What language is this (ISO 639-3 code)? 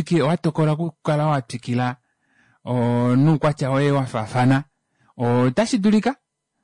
kua